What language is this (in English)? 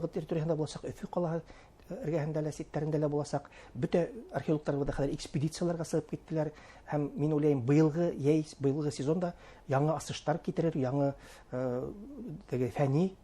Bashkir